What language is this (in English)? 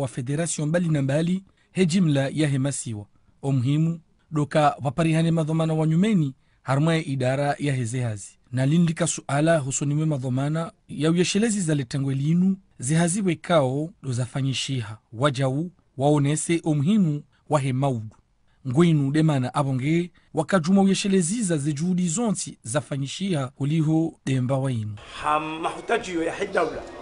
Ngazidja Comorian